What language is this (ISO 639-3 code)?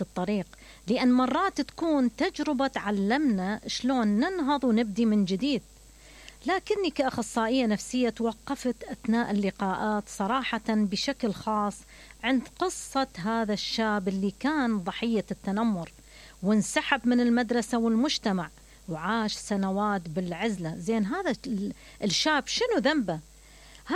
acm